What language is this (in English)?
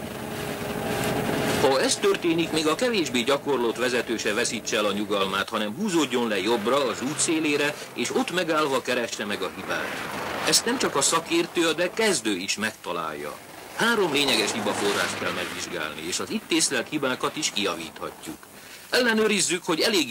Hungarian